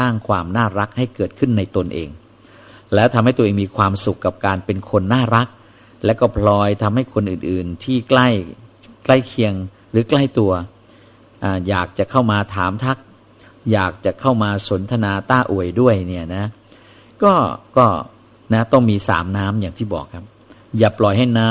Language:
Thai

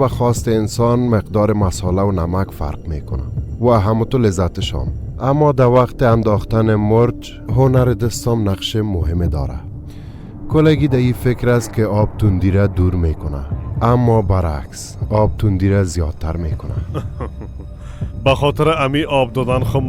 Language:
Persian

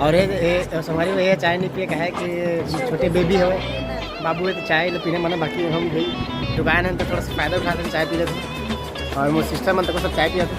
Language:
Chhattisgarhi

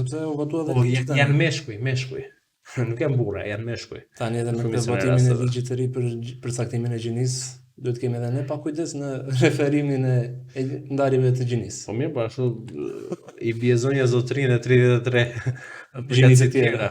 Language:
Albanian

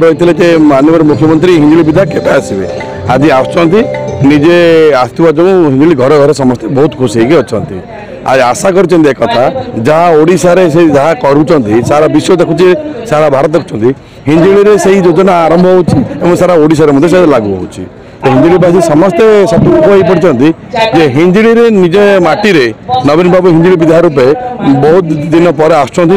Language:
Odia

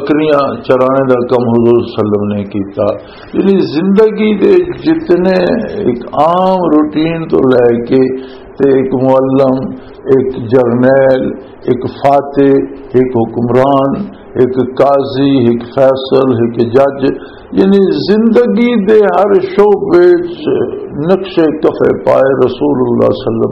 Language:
Western Panjabi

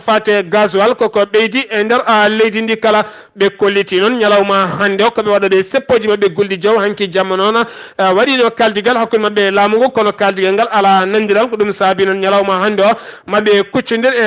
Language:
Fula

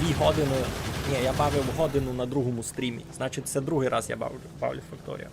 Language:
Rusyn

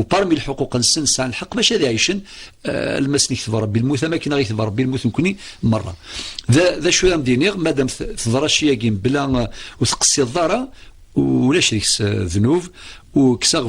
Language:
Kabyle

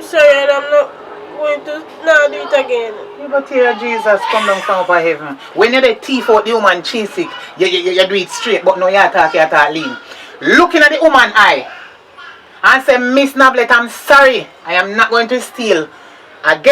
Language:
Jamaican Creole English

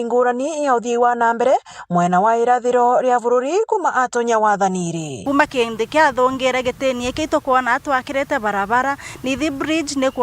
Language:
Meru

